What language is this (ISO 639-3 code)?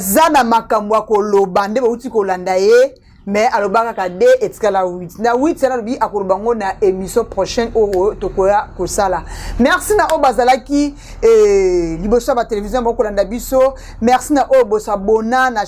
lin